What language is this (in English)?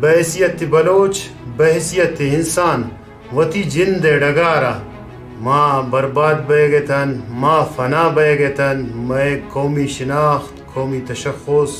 Baluchi